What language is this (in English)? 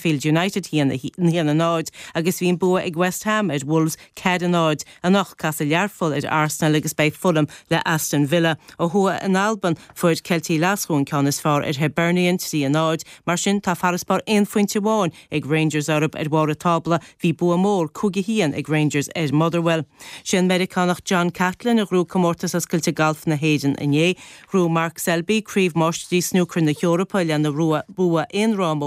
Irish